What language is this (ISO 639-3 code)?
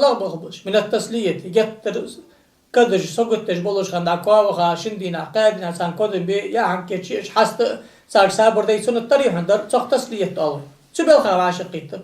inh